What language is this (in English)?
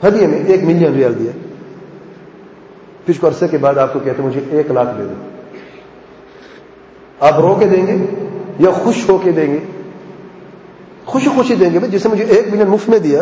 Urdu